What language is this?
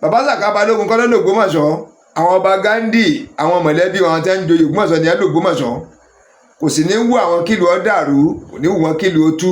Yoruba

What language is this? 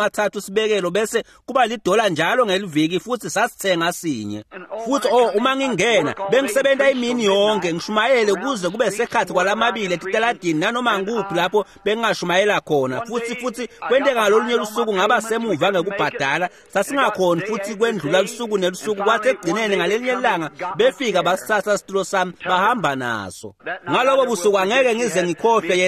Swati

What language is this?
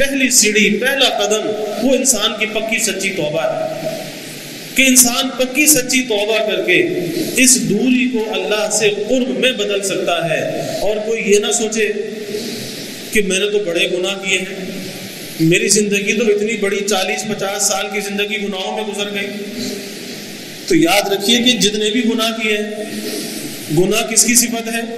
Urdu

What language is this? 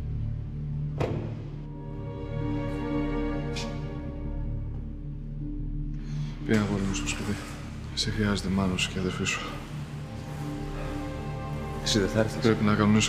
Greek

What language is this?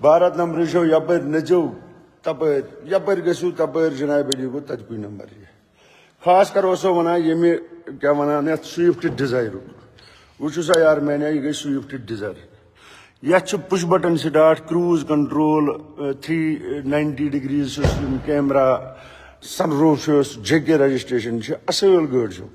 Kashmiri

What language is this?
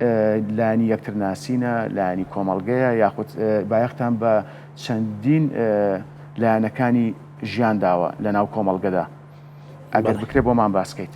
Central Kurdish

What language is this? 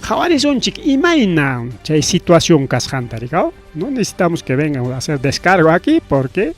Ayacucho Quechua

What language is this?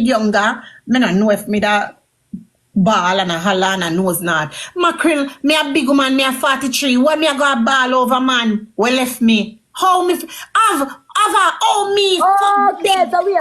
Jamaican Creole English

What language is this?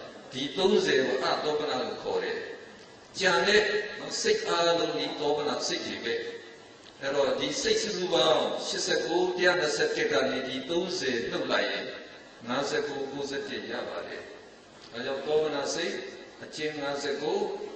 Burmese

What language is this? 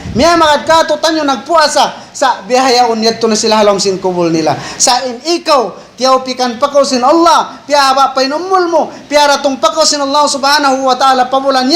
Tausug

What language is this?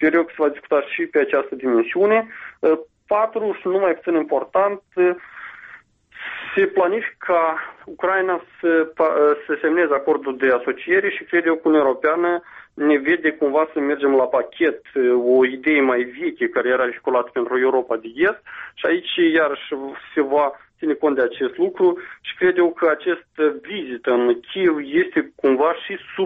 Romanian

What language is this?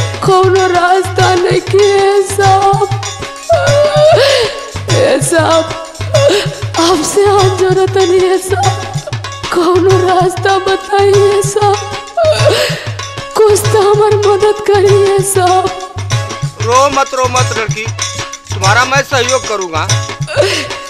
Bhojpuri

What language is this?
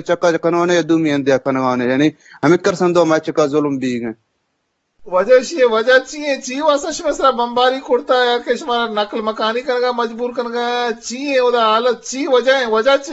Eastern Balochi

